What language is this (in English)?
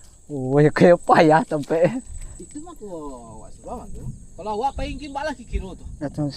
Minangkabau